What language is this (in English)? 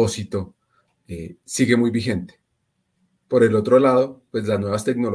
Spanish